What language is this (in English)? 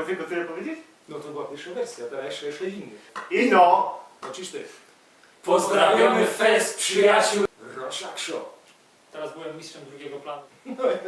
Silesian